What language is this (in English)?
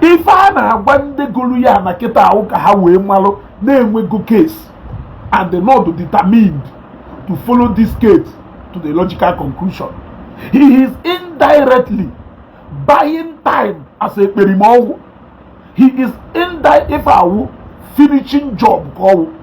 Igbo